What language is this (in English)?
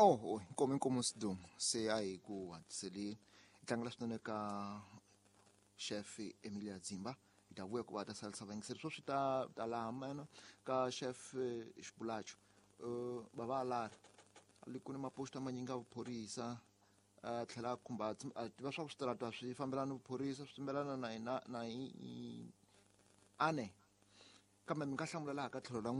Tsonga